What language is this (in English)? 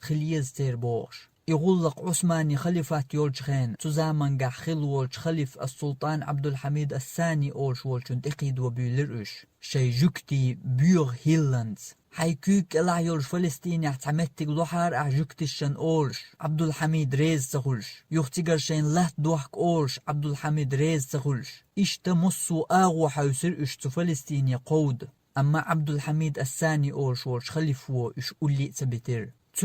Chechen